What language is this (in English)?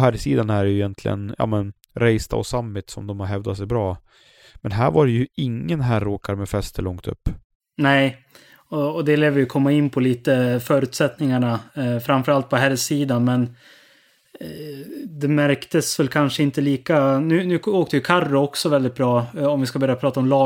Swedish